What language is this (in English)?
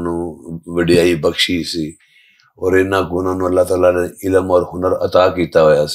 Western Panjabi